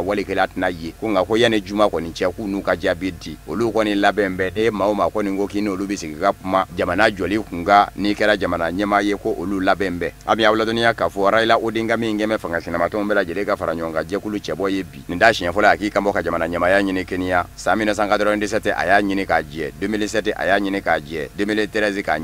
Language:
Bambara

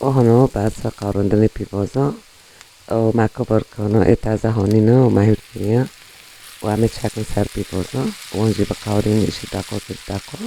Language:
Kurdish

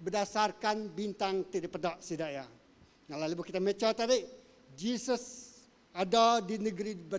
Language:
Iban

